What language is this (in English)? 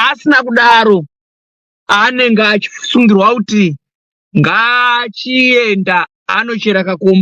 Shona